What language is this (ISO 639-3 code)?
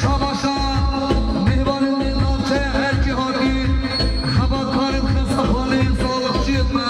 kur